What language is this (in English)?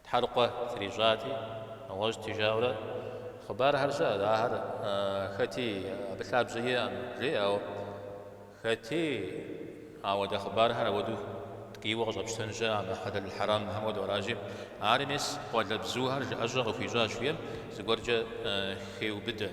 Kabardian